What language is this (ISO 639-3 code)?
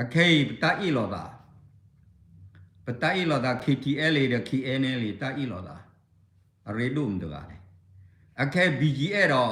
ksw